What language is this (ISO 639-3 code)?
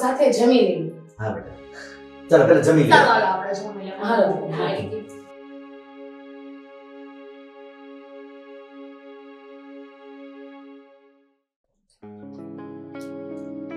guj